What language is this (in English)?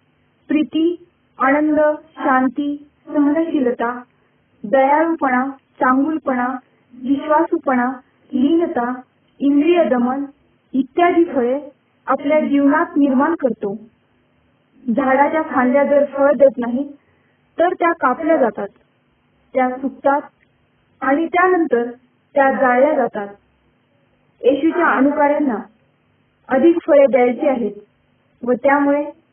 Marathi